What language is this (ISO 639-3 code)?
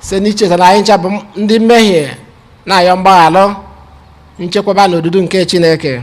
ibo